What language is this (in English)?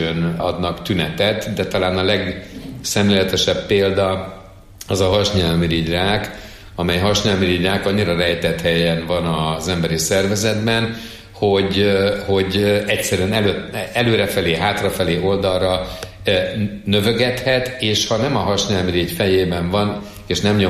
Hungarian